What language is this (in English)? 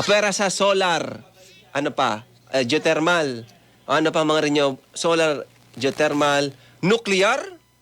Bikol